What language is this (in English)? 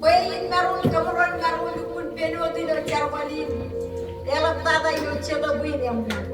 Marshallese